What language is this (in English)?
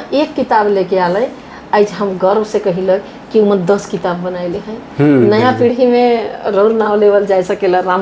Sadri